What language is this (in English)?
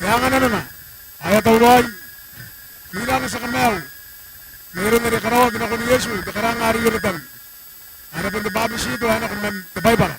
Gilbertese